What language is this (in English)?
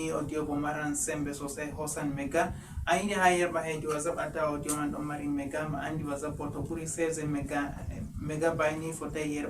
Fula